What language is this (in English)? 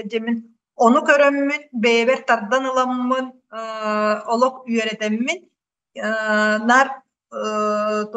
Yakut